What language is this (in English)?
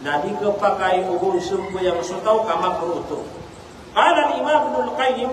Maranao